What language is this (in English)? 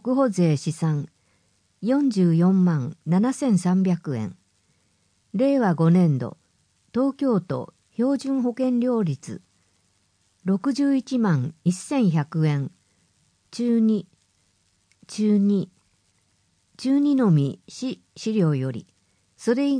Japanese